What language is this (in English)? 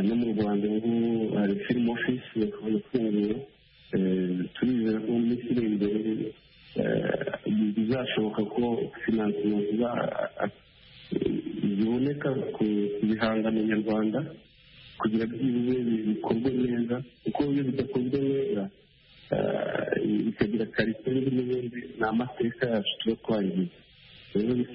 Kinyarwanda